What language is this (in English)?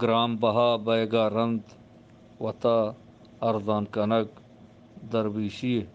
Eastern Balochi